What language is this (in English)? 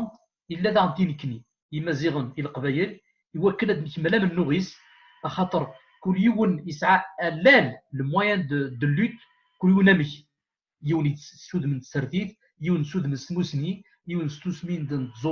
Kabyle